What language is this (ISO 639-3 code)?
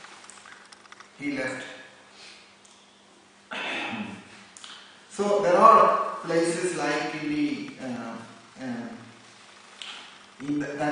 eng